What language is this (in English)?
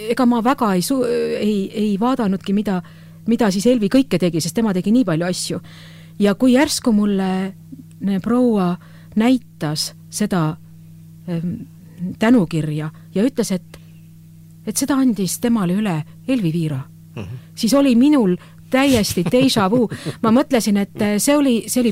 Estonian